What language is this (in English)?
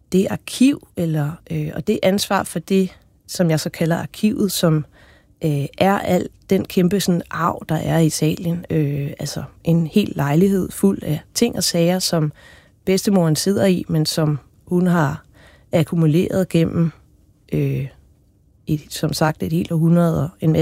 Danish